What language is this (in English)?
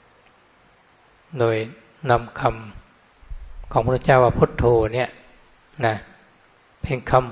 Thai